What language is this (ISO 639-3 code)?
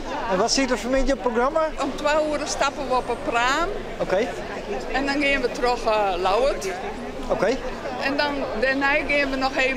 fry